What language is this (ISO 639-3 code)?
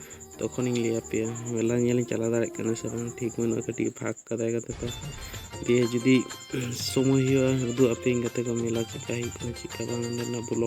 sat